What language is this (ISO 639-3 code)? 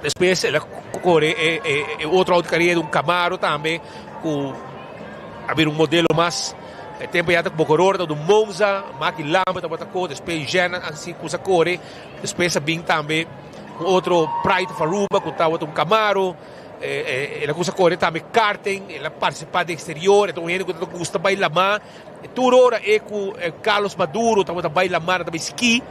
pap